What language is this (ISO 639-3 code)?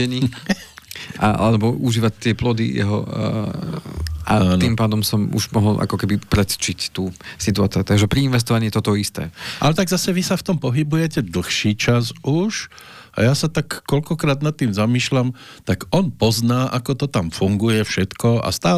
slk